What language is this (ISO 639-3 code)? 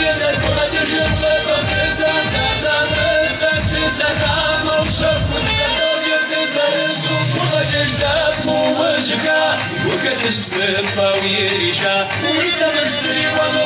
kbd